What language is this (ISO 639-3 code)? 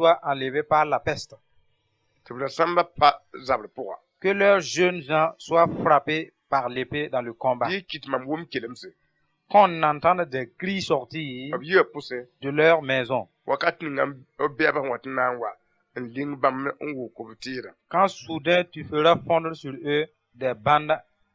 mos